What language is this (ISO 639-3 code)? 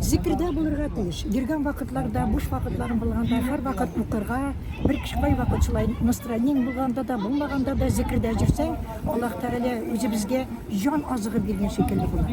tat